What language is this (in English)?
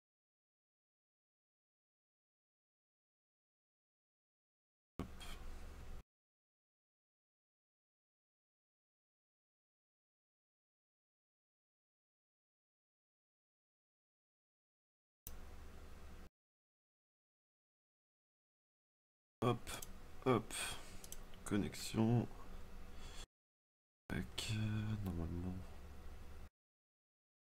French